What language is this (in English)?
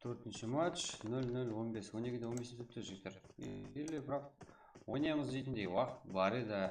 Kara-Kalpak